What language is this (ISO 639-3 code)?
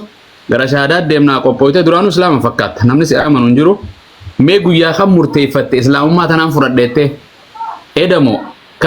orm